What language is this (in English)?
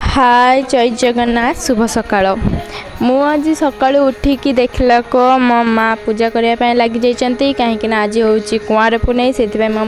Odia